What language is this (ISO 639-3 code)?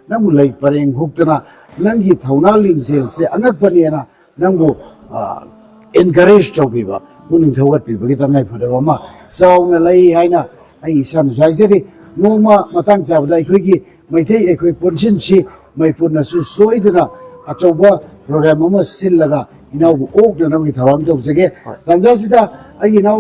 mni